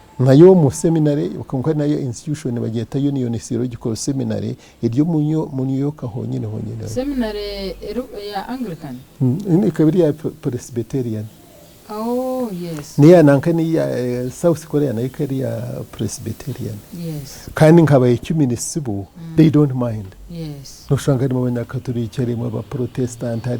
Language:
Nyankole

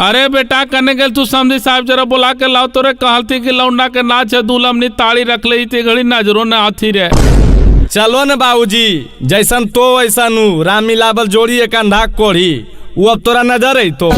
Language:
Magahi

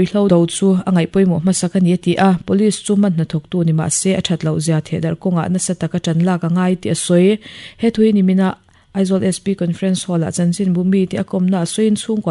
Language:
Mizo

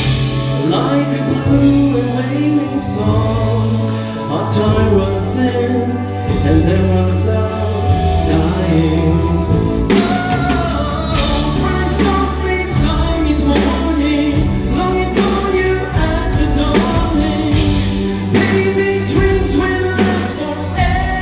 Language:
English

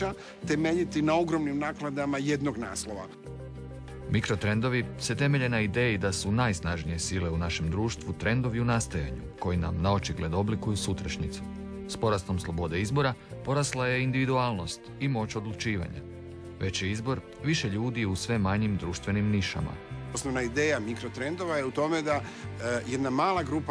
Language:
Croatian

